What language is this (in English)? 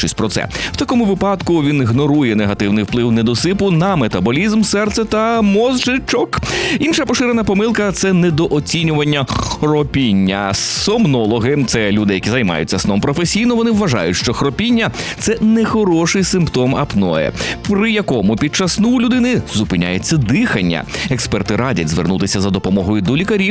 Ukrainian